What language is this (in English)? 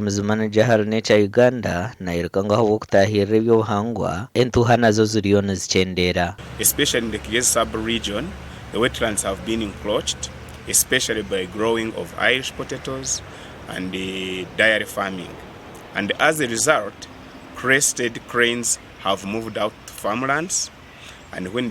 Nyankole